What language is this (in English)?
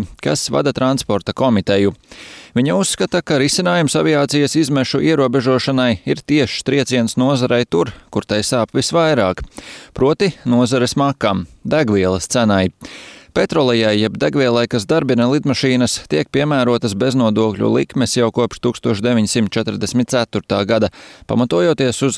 Latvian